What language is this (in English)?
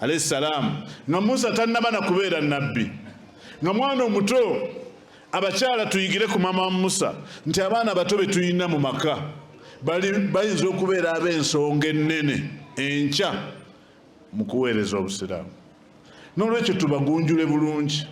Ganda